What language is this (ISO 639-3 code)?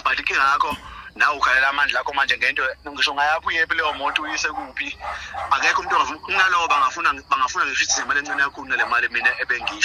zul